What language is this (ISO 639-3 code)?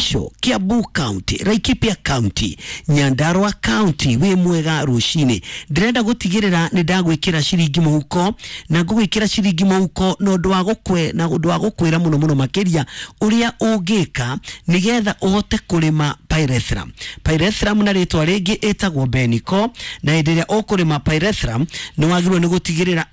kik